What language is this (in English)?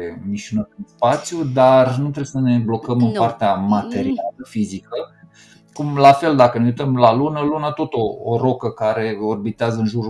Romanian